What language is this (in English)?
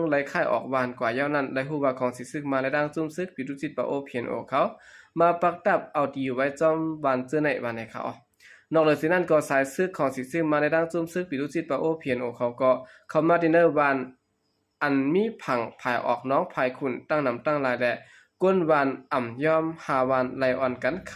Shan